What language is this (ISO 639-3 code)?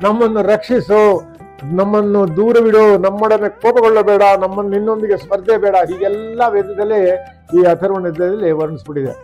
kan